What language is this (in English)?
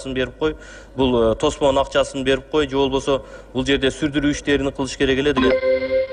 Kyrgyz